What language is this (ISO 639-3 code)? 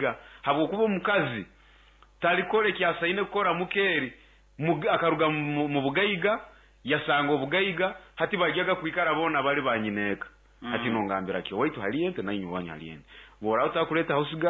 nyo